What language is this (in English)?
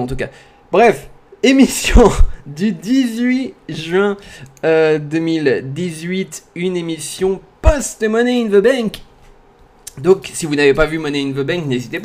French